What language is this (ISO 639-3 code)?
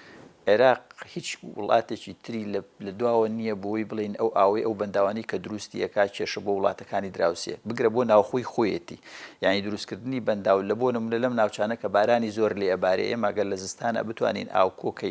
ckb